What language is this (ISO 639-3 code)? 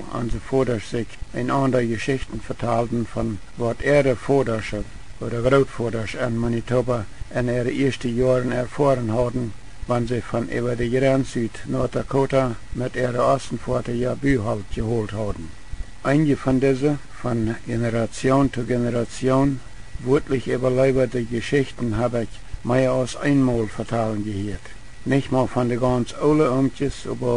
pdt